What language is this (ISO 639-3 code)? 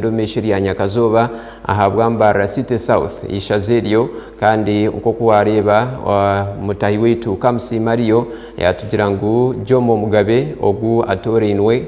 nyn